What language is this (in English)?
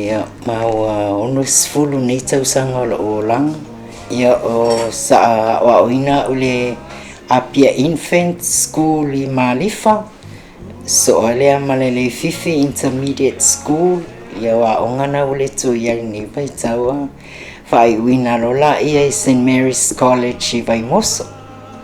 Samoan